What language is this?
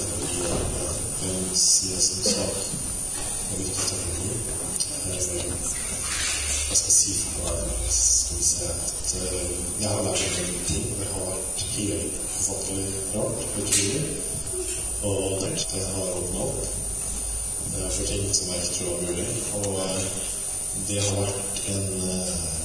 Norwegian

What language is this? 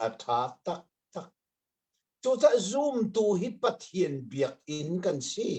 Hakha Chin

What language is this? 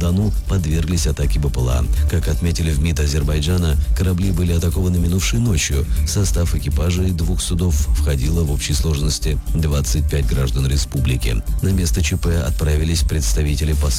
Russian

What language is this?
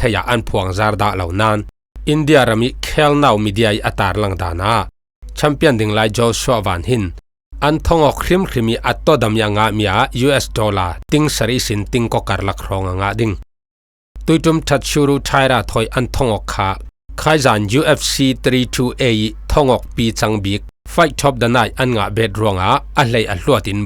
Falam Chin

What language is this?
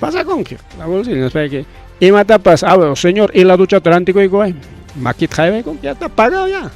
Ayacucho Quechua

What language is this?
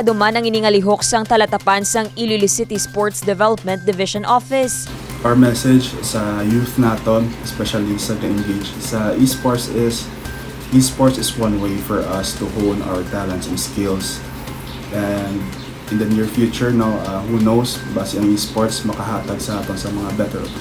Hiligaynon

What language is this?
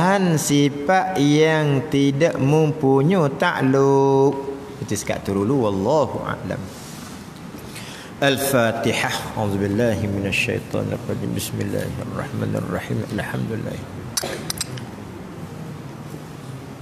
Malay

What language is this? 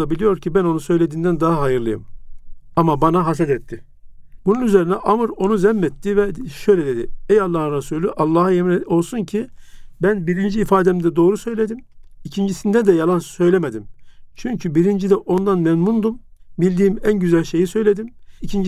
Turkish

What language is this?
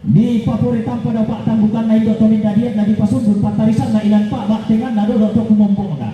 Toraja-Sa'dan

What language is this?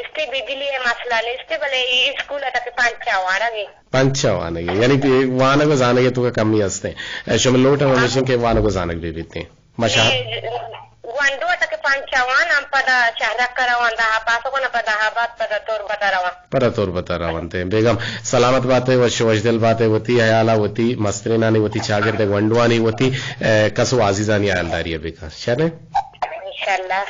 Eastern Balochi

